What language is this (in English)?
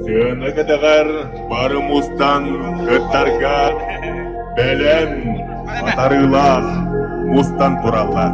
Yakut